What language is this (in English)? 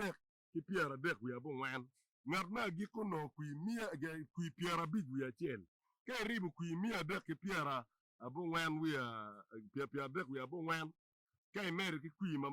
Acoli